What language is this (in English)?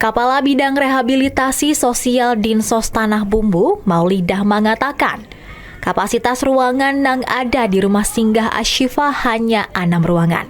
Banjar